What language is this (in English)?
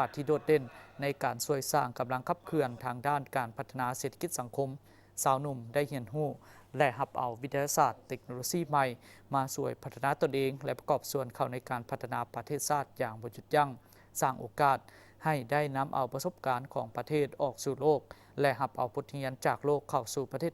Lao